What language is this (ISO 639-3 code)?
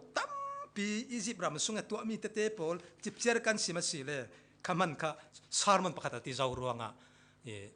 cfm